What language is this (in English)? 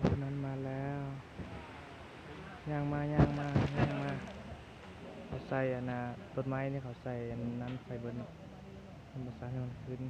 Lao